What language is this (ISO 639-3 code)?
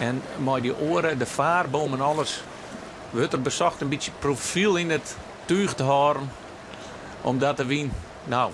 fry